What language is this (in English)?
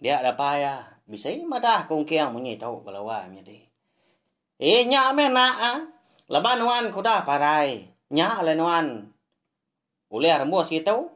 Iban